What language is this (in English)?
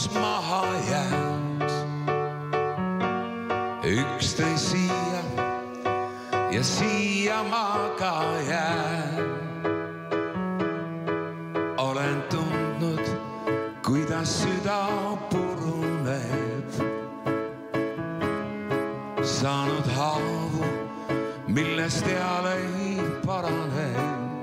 Estonian